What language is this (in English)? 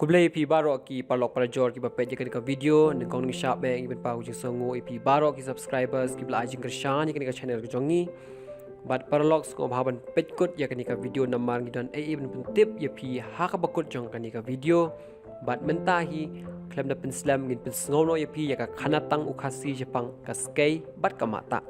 Khasi